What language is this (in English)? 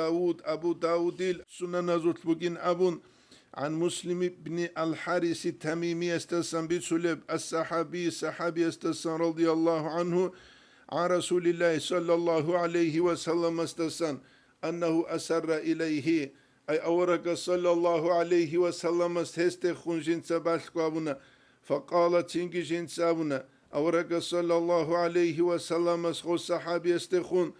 Avaric